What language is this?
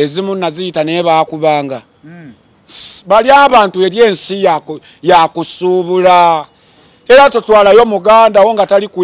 Ganda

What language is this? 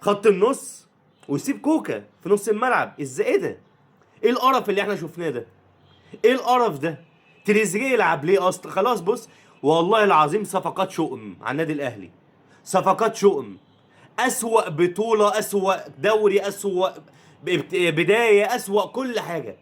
Egyptian Arabic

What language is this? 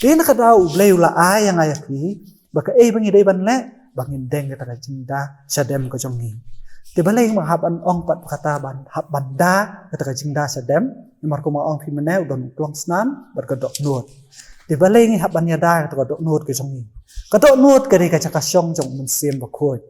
Khasi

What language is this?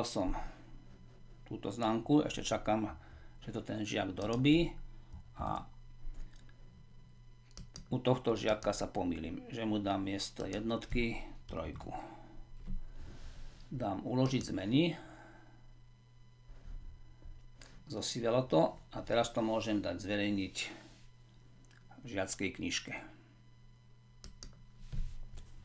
Slovak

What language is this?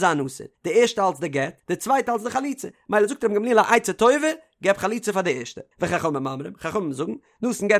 Yiddish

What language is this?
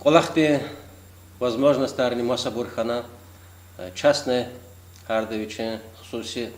Lezghian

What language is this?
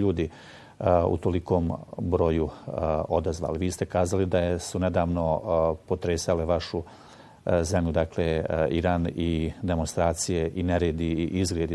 Bosnian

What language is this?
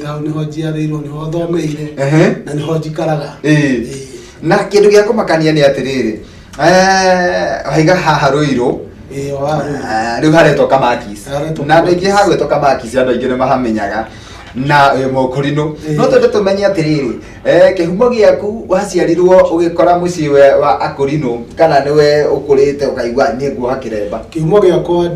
Kikuyu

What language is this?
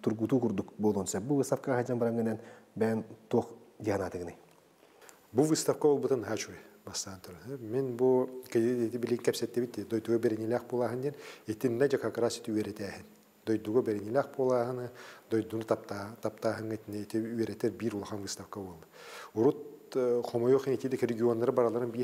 Yakut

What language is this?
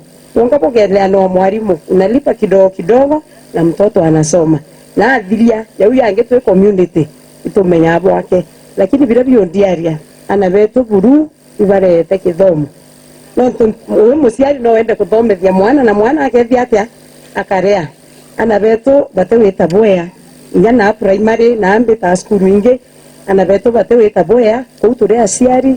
Meru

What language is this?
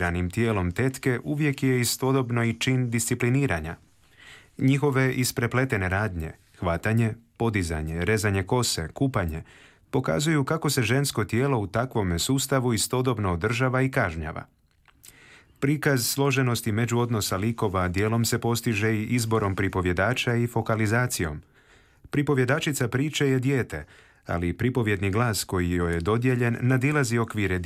Croatian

